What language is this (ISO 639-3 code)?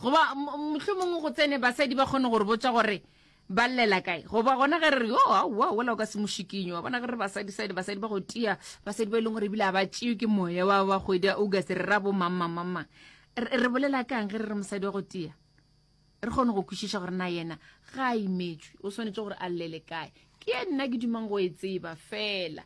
nso